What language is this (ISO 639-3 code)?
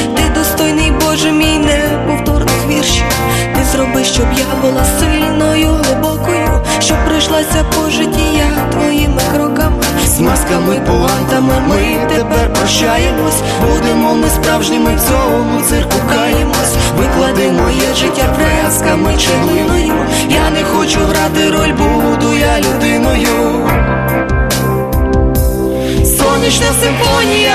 ukr